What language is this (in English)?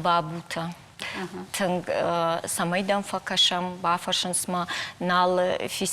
Ossetic